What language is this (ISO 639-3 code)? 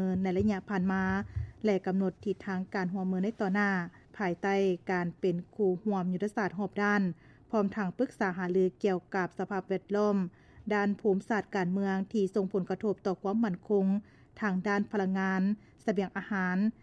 lao